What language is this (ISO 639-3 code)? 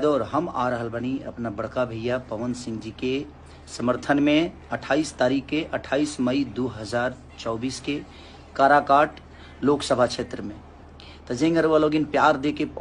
bho